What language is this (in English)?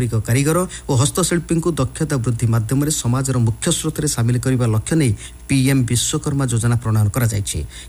Odia